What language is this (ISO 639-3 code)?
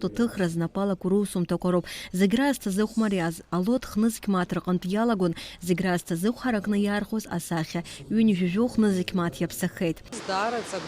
abk